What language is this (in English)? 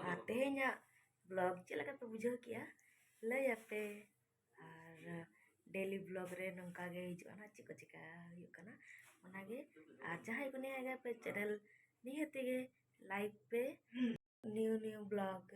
Santali